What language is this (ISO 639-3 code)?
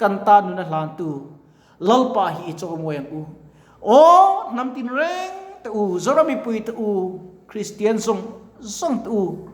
lus